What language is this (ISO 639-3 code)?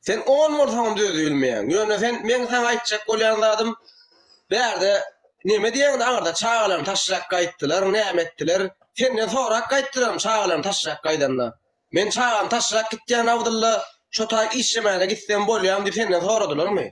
tuk